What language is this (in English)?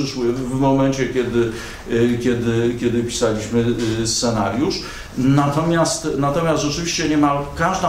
Polish